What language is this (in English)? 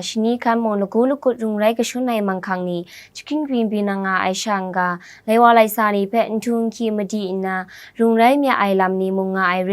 Kachin